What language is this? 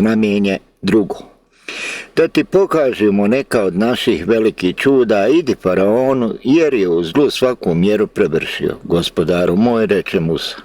Bosnian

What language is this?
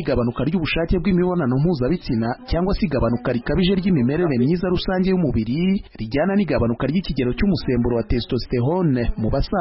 Kinyarwanda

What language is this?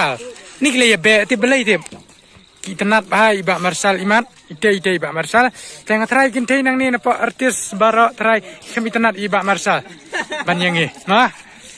Khasi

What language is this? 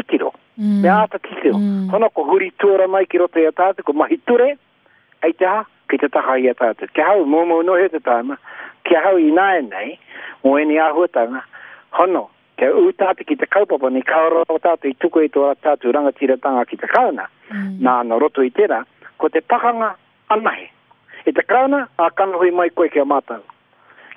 Māori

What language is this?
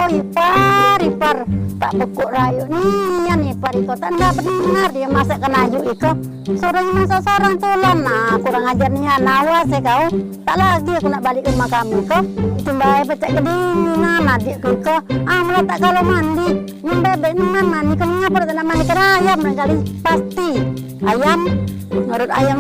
Musi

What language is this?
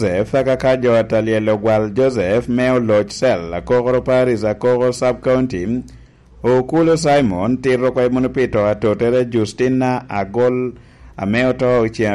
Lango (Uganda)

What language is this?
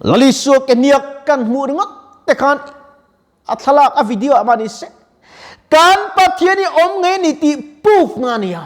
Mizo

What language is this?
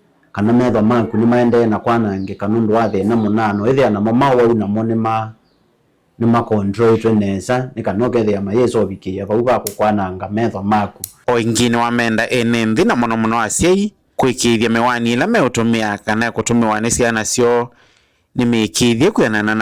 Kamba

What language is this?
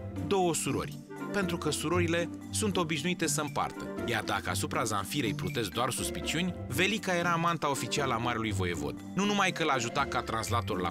Romanian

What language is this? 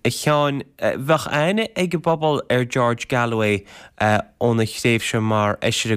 Irish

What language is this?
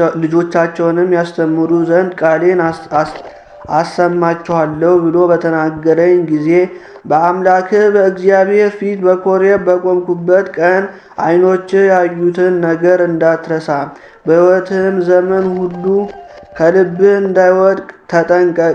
Amharic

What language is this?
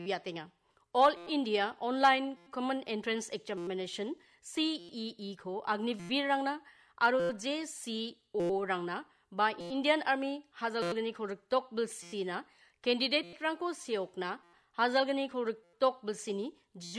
Garo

